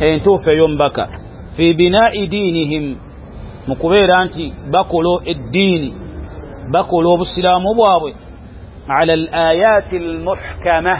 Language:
Ganda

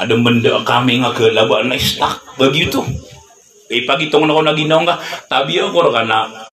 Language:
Maranao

